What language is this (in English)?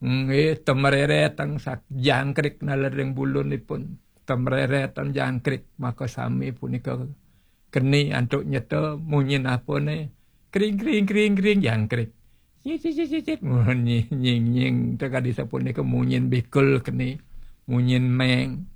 Balinese